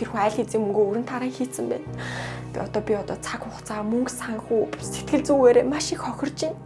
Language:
Mongolian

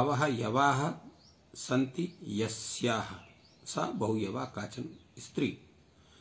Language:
Sanskrit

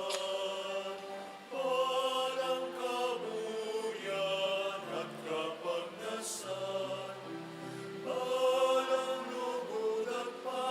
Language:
Pampanga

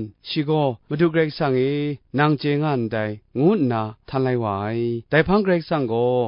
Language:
Kachin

